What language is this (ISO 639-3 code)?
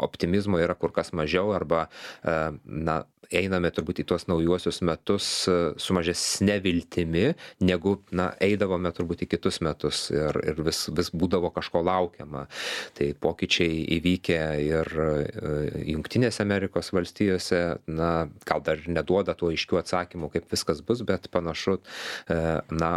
lit